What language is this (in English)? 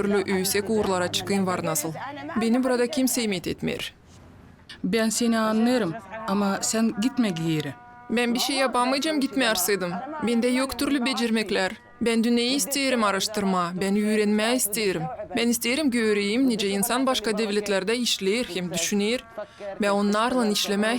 Gagauz